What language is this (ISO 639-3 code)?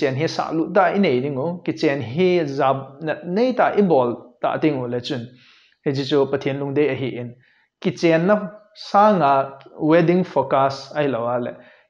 tcz